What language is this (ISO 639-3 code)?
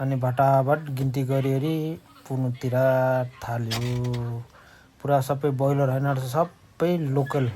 nep